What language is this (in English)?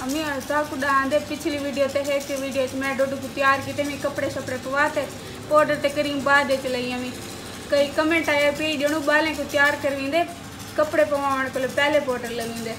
Saraiki